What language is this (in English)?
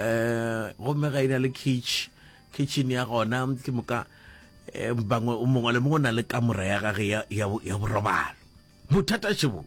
Northern Sotho